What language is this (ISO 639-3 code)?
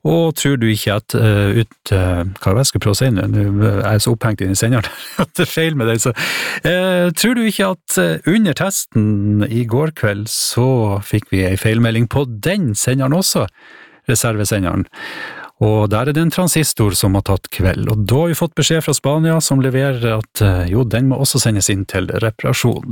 nor